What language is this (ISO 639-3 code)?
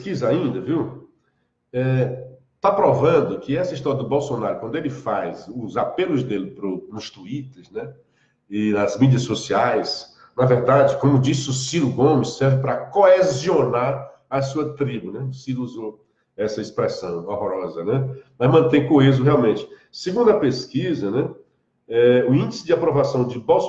por